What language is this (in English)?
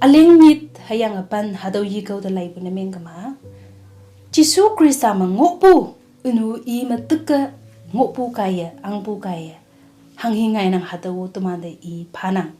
Konyak Naga